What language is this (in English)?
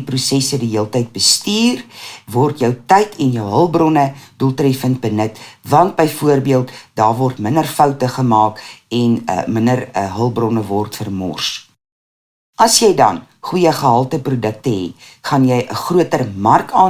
Afrikaans